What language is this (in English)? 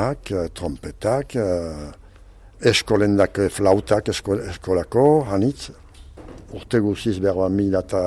Basque